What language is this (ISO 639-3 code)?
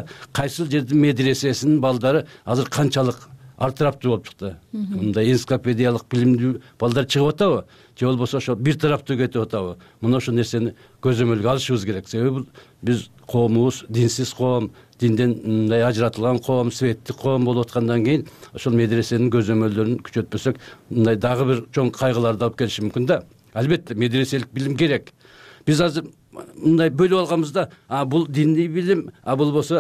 kir